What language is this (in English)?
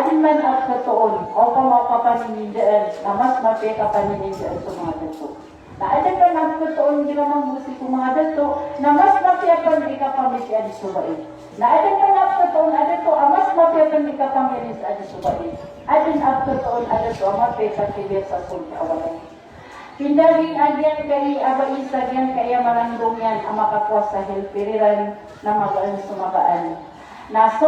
Maranao